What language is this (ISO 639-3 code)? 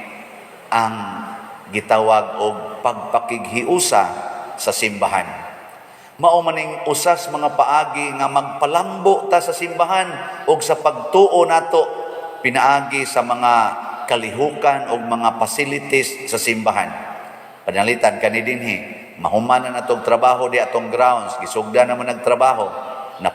ceb